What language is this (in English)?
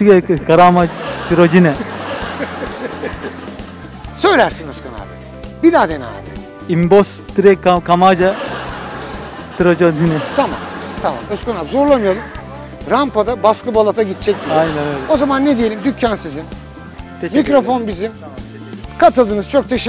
Turkish